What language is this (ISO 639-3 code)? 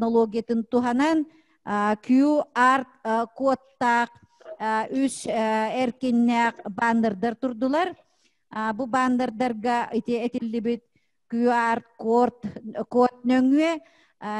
sah